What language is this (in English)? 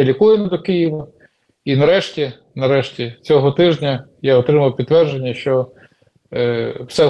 Ukrainian